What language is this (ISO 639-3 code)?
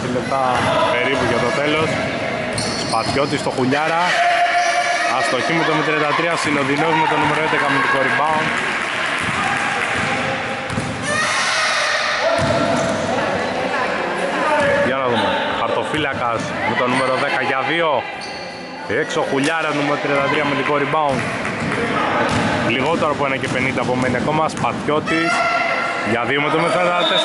ell